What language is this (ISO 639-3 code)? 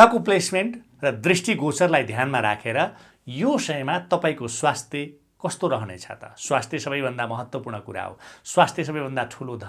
nep